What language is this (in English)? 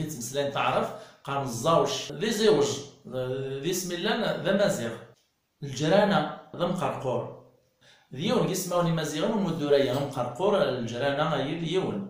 Kabyle